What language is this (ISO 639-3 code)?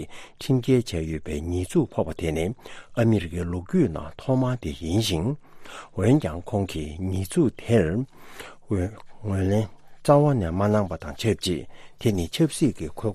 bod